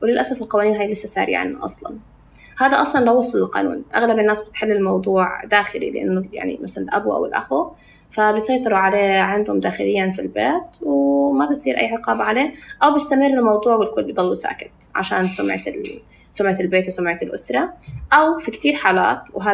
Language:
North Levantine Arabic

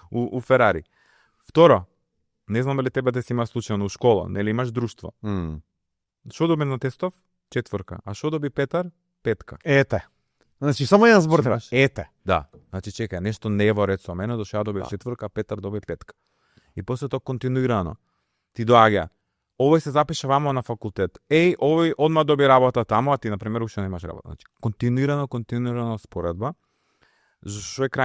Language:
Macedonian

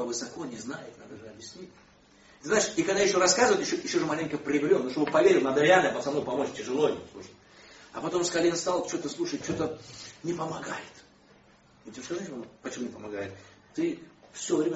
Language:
Russian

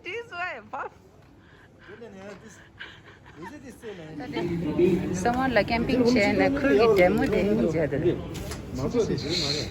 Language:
Tibetan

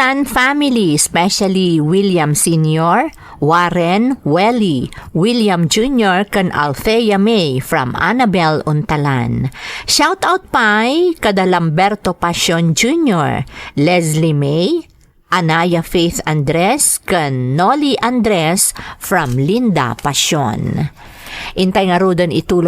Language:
Iloko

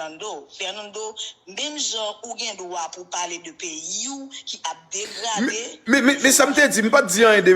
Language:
Haitian Creole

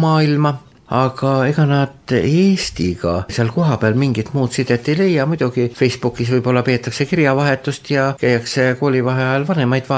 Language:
Estonian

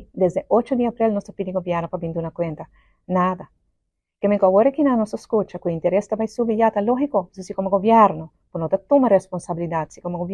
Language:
Papiamento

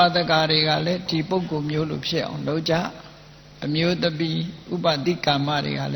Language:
Burmese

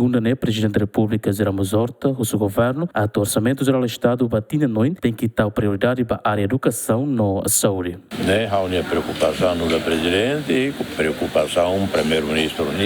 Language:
Tetum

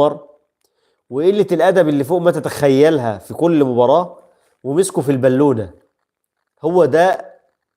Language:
Egyptian Arabic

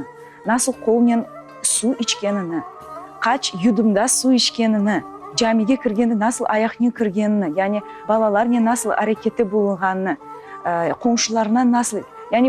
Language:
Crimean Tatar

